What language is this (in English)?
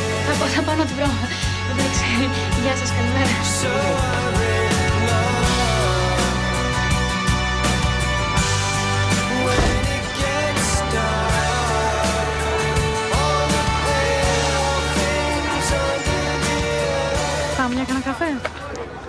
Greek